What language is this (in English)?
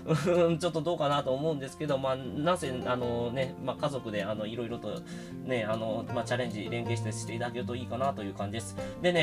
Japanese